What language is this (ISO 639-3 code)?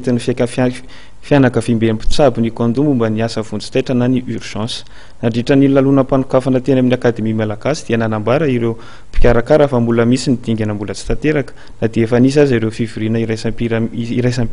mlg